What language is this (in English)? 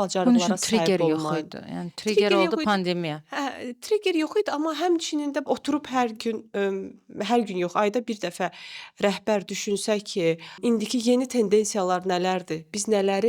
Azerbaijani